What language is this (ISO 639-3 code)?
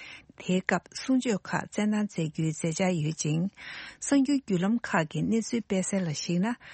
bod